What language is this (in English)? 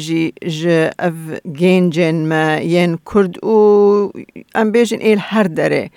Kurdish